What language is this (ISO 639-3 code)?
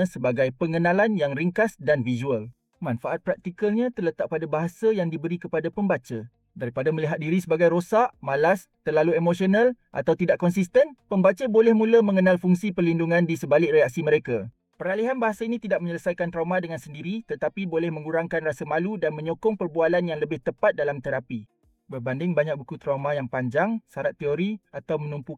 msa